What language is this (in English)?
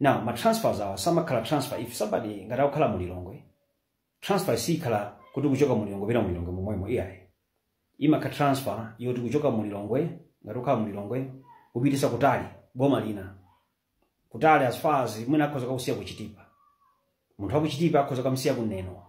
Nyanja